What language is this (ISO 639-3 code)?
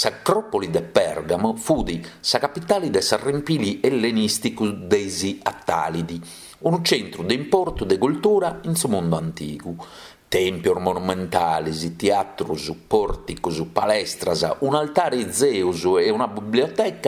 srd